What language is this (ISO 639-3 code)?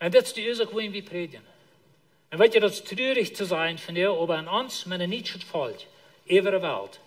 pdt